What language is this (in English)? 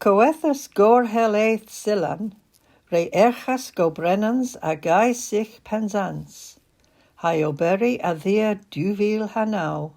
Cornish